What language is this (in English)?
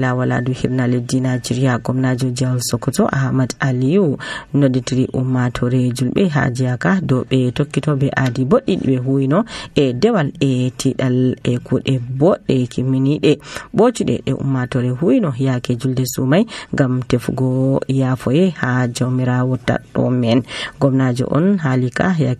Nigerian Fulfulde